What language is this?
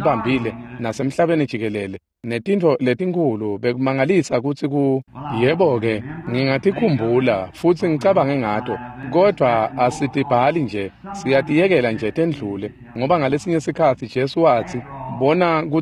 Swati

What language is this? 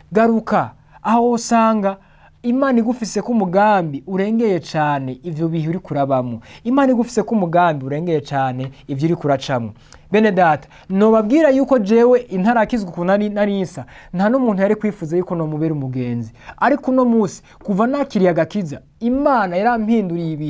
Rundi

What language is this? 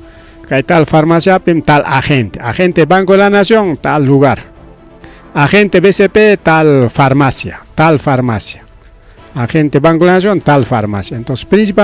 Ayacucho Quechua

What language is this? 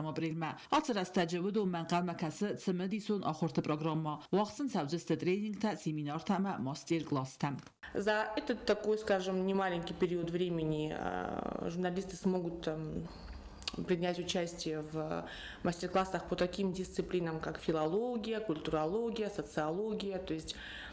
Ossetic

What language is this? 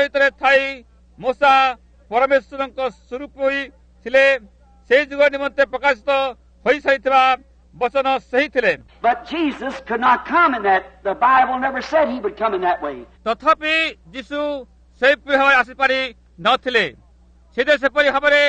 Odia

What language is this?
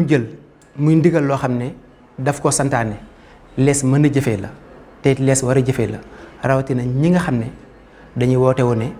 Wolof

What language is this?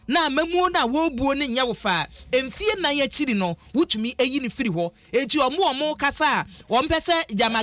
Akan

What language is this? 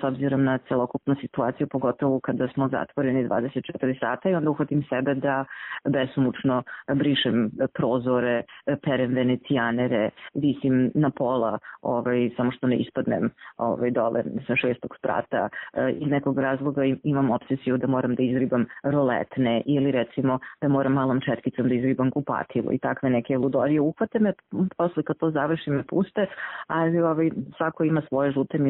Serbian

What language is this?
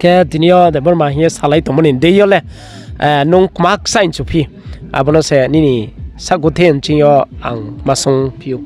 Riang (India)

